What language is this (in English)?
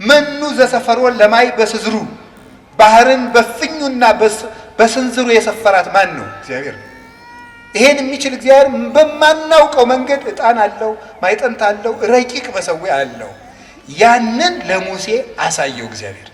Amharic